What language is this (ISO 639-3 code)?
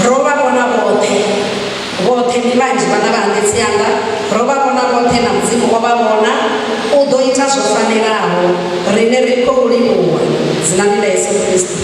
ven